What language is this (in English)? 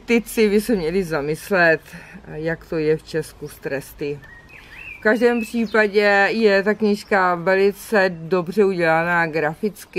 Czech